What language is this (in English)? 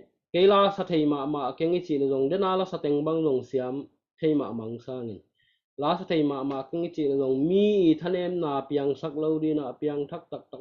Tedim Chin